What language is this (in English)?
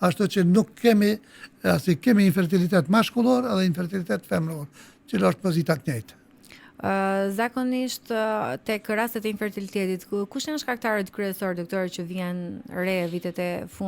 Albanian